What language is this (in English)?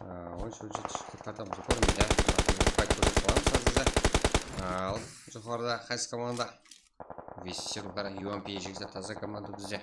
Kara-Kalpak